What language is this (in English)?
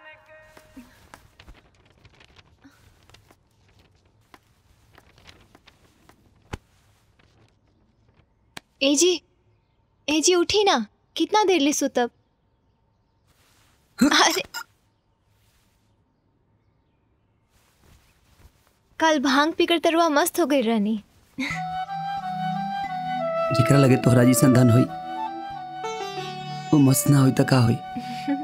Bhojpuri